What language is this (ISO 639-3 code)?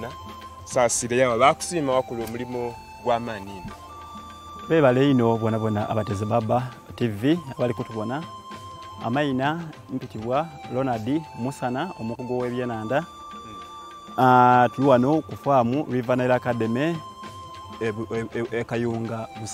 xog